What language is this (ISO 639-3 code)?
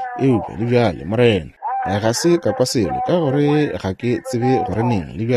nso